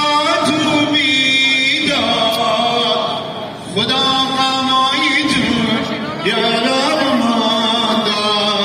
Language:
Hazaragi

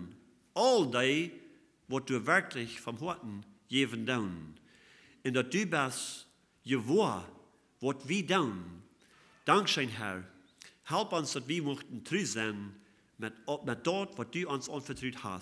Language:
Plautdietsch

